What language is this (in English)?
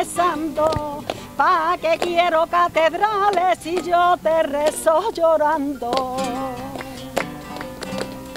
Spanish